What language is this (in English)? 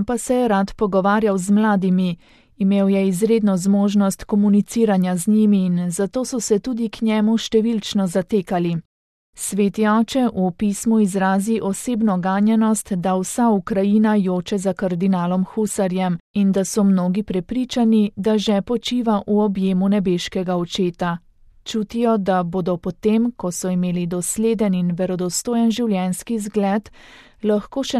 Slovenian